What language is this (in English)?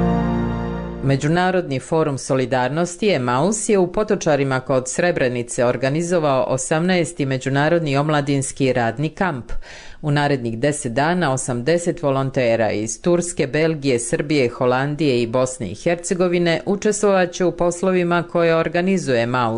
Bosnian